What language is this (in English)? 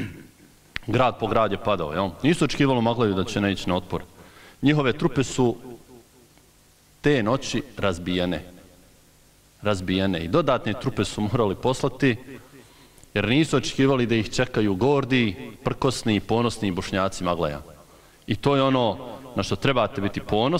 Bosnian